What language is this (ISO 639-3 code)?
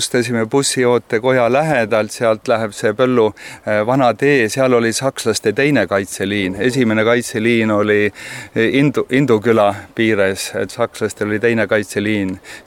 est